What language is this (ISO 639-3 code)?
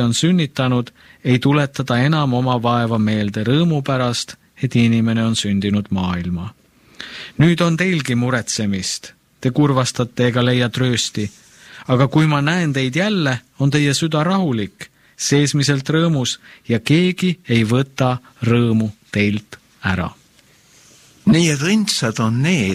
est